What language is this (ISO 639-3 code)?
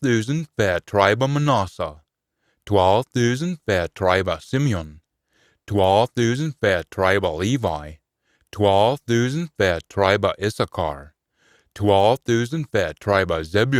sco